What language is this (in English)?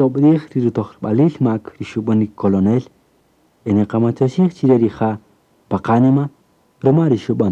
Kaqchikel